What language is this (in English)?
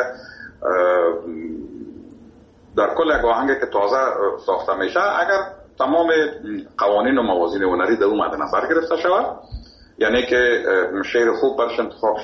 Persian